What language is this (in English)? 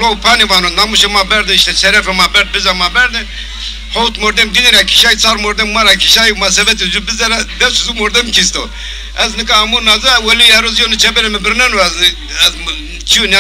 Zaza